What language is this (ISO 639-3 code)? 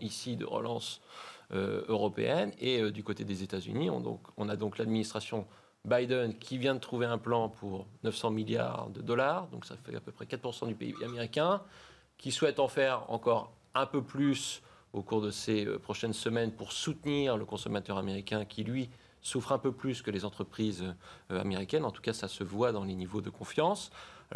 fra